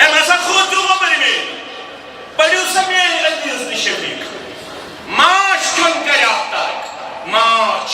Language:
Kashmiri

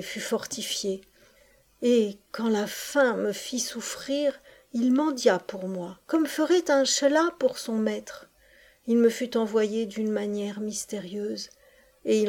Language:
French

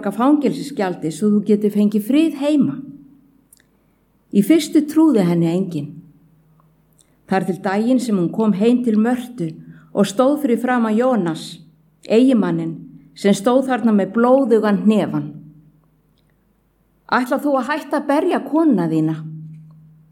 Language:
Icelandic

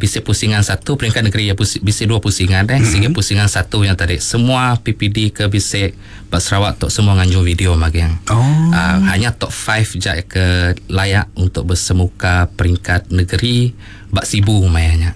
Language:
Iban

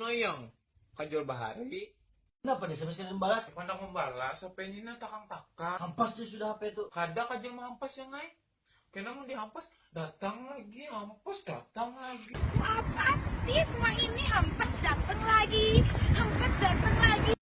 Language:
Banjar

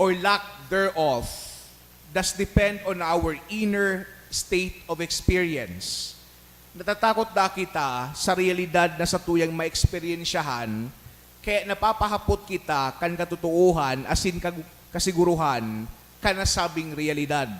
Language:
Bikol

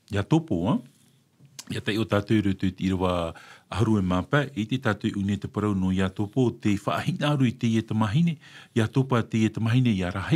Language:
Tahitian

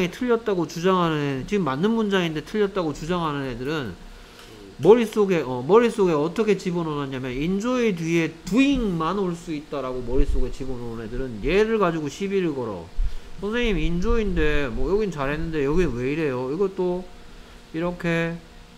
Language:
Korean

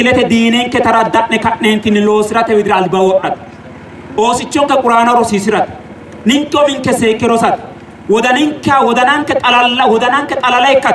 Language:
Sidamo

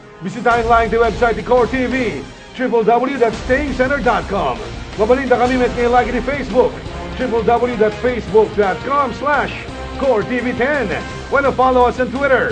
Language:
Iloko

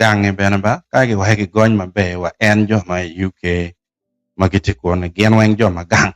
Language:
Acoli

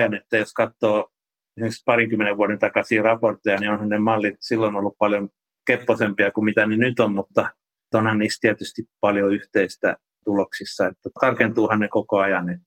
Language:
Finnish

